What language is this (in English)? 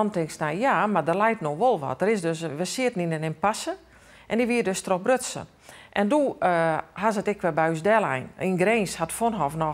Western Frisian